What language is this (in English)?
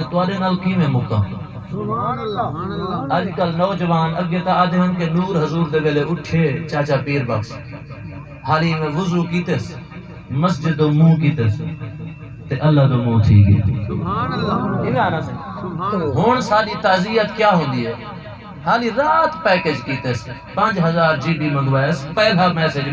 Saraiki